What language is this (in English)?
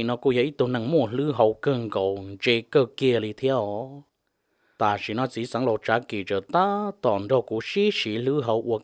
Hmong